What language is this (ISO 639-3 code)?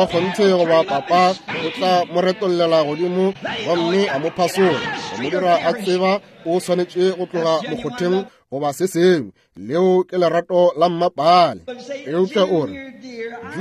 nso